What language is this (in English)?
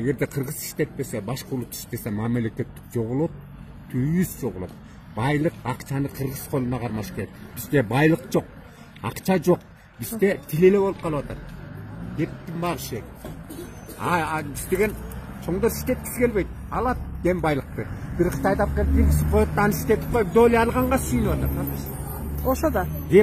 Kyrgyz